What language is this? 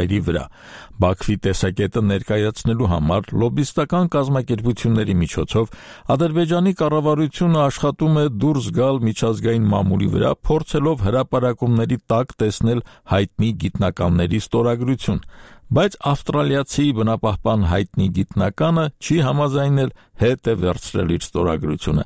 Armenian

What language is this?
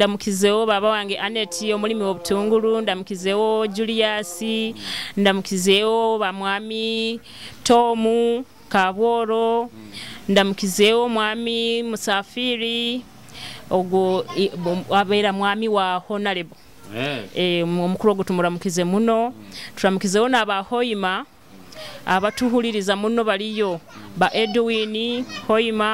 Nyoro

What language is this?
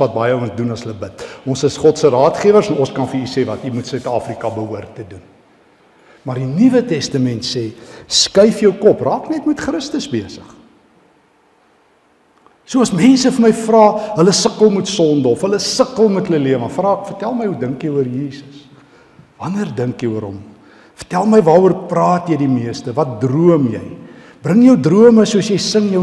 Afrikaans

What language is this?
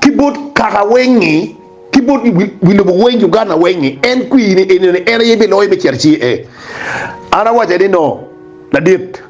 Acoli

